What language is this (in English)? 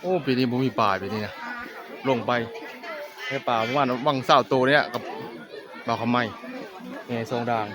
Northeastern Thai